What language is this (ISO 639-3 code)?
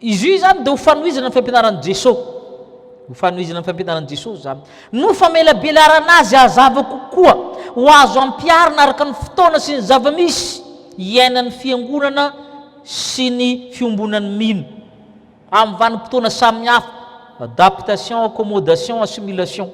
mlg